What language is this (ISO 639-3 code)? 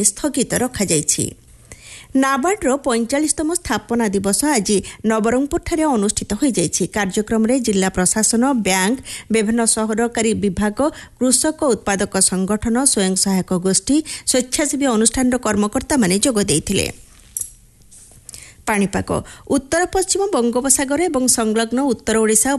ori